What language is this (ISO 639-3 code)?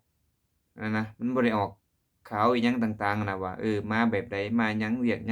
lao